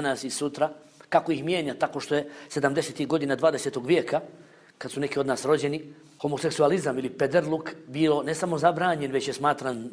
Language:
Bosnian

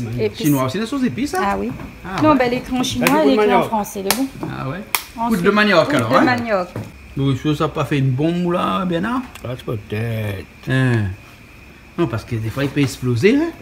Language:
Réunion Creole French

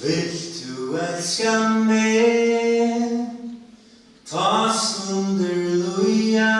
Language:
Faroese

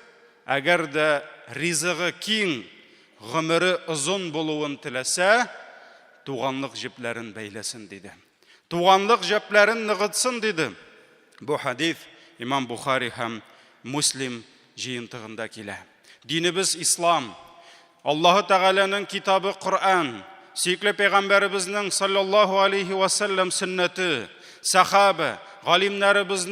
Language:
Tatar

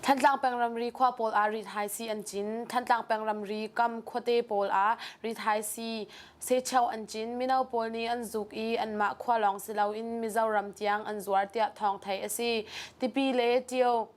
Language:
Hakha Chin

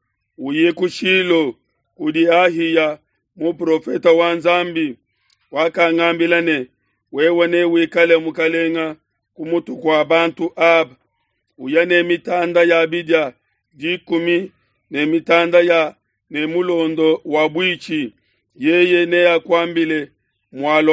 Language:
Luba-Lulua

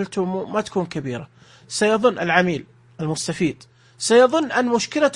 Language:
Najdi Arabic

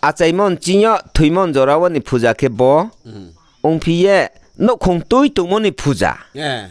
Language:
Riang (India)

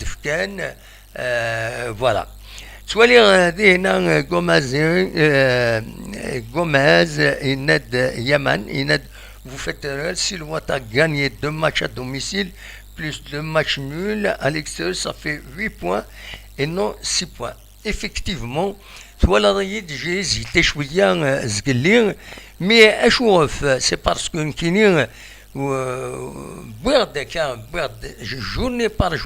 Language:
Kabyle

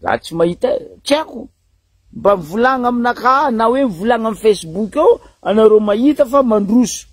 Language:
Malagasy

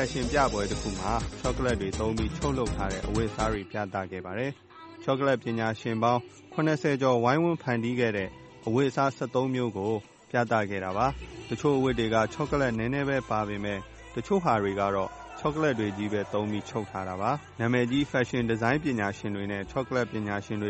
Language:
Burmese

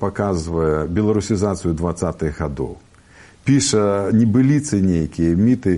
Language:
Belarusian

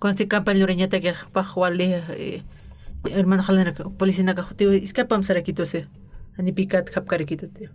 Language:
Aymara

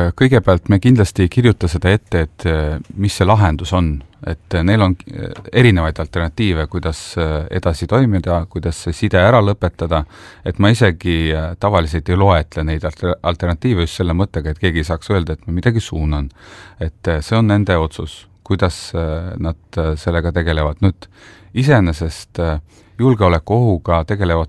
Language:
Estonian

